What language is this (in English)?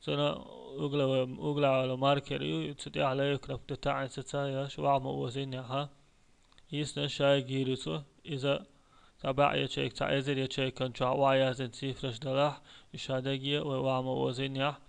Chechen